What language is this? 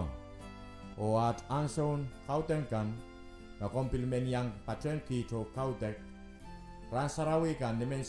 Pohnpeian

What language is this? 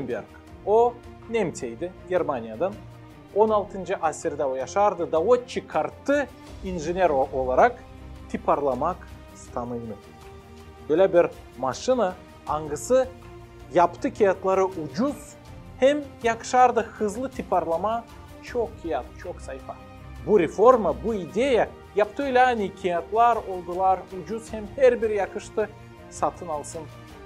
Gagauz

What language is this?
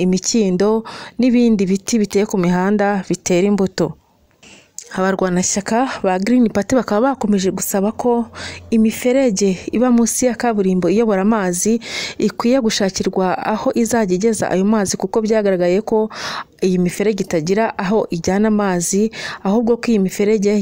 Kinyarwanda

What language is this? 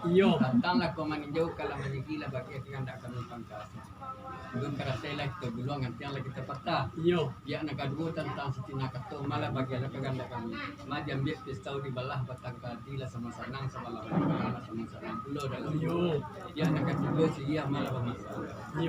Minangkabau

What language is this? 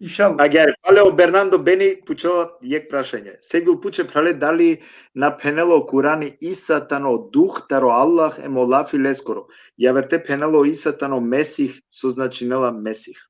Balkan Romani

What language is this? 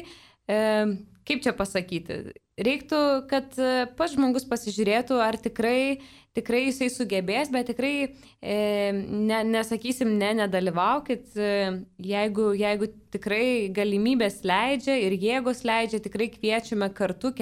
Lithuanian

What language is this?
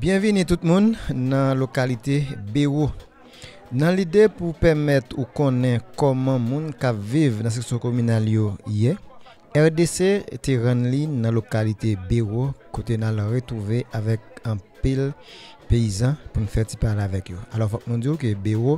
Haitian Creole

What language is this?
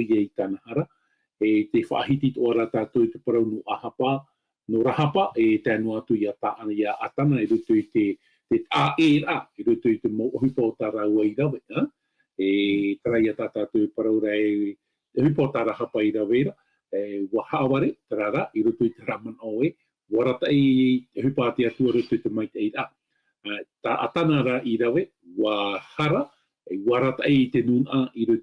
Tahitian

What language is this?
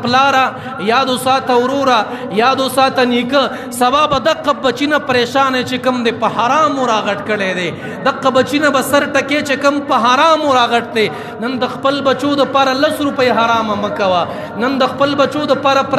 Pashto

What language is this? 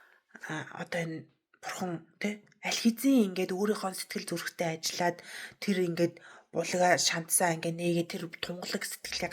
Mongolian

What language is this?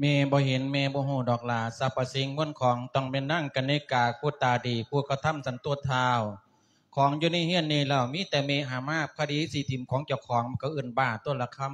Lao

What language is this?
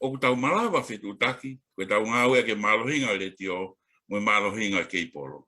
Tongan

